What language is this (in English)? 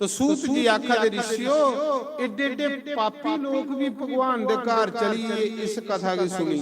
Dogri